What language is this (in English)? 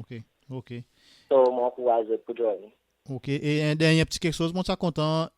Seselwa Creole French